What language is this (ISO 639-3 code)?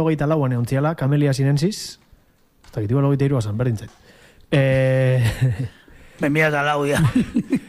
eus